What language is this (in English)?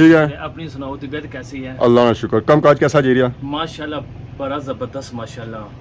Pahari-Potwari